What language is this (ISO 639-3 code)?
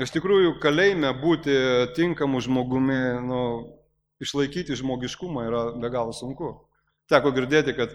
lit